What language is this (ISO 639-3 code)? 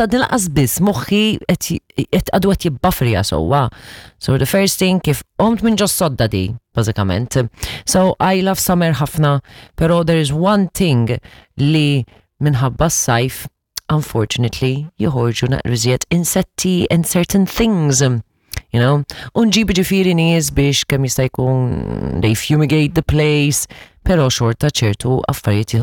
mlt